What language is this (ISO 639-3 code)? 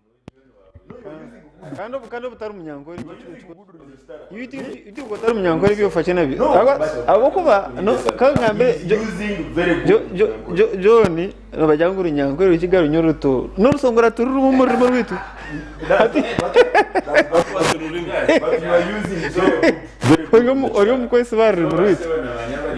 nyn